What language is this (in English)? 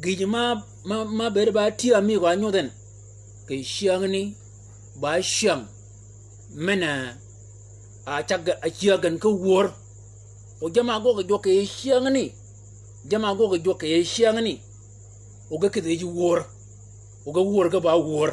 Shilluk